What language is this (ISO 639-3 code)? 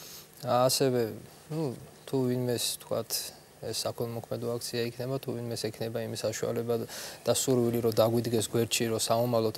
kat